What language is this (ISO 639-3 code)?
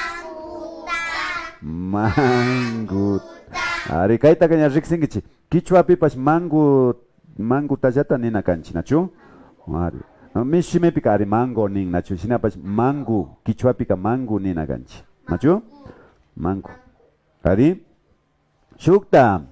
qvi